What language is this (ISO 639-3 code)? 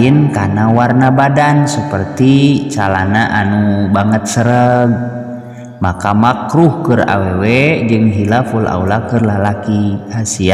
sun